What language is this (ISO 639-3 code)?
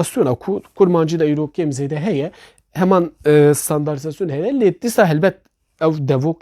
kur